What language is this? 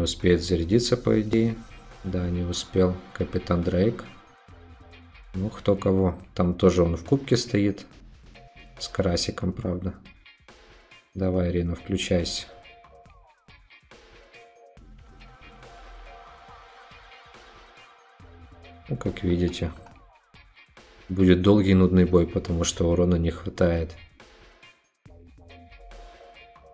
Russian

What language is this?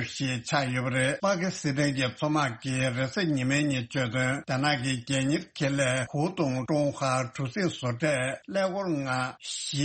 Tibetan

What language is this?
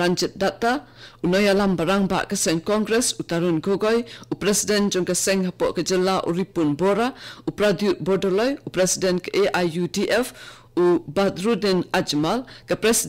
Khasi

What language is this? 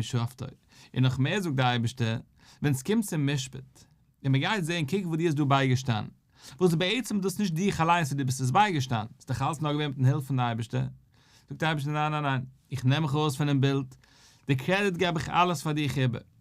Yiddish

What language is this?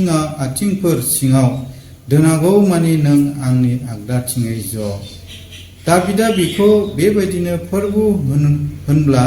Bodo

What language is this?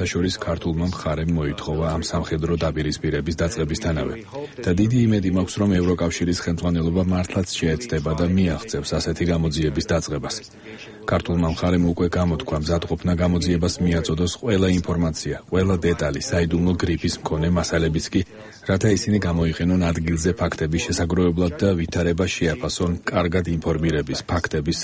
Georgian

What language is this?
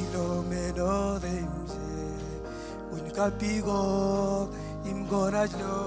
Marshallese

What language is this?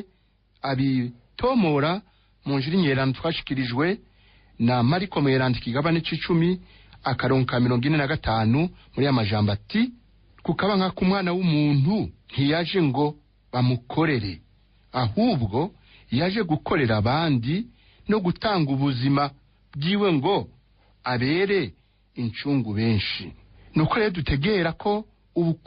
Rundi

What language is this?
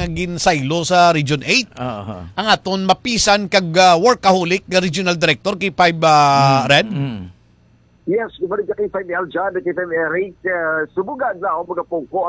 Hiligaynon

